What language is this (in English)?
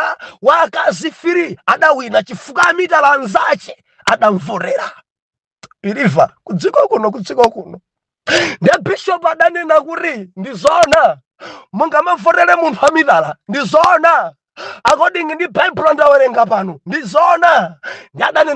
Nyanja